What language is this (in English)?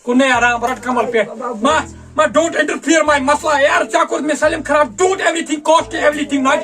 Kashmiri